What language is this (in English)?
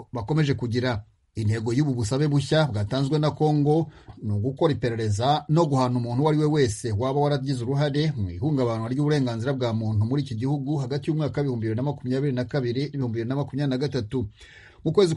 Kinyarwanda